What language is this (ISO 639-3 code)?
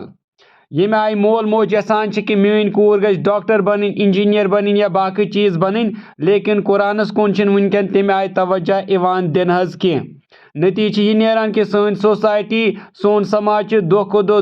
kas